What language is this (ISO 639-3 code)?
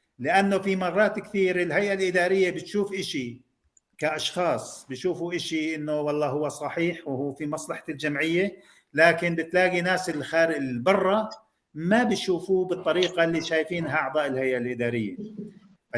apc